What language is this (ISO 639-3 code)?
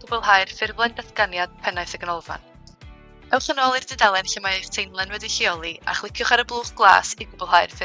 cym